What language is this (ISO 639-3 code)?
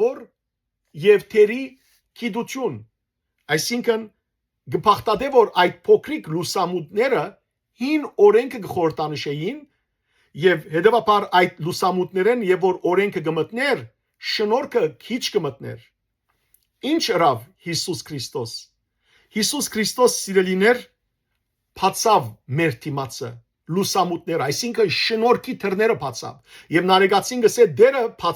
hyw